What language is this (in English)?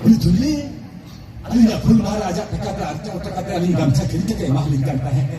Santali